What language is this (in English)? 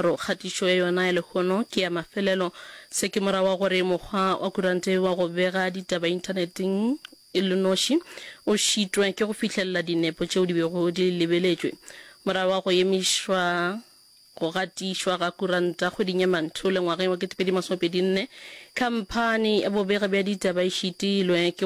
Northern Sotho